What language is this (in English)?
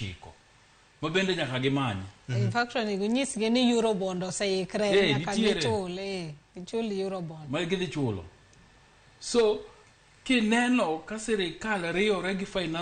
Luo (Kenya and Tanzania)